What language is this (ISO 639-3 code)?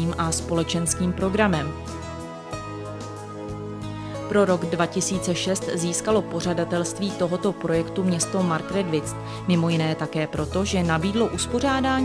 ces